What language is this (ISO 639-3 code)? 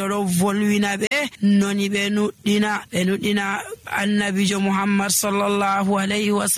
fuv